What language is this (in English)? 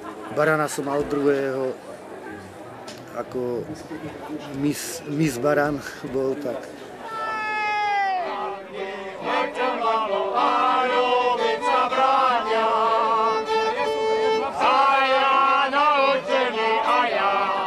Slovak